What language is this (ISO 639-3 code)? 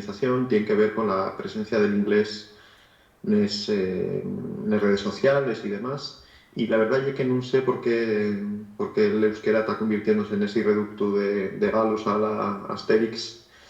ast